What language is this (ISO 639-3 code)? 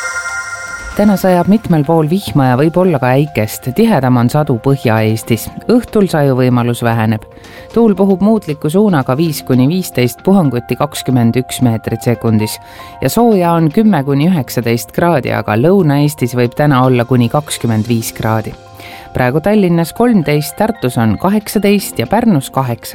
est